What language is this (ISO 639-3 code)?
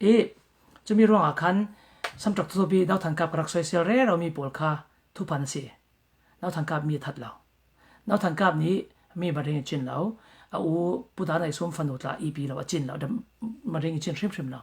cfm